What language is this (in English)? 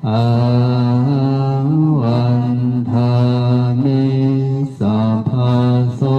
Pali